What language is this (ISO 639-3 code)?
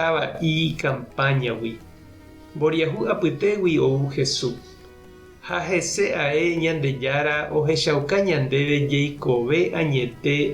grn